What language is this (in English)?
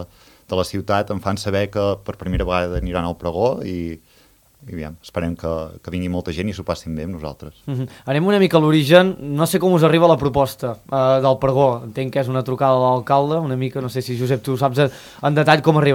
Catalan